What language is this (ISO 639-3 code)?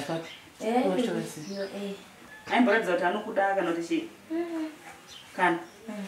sna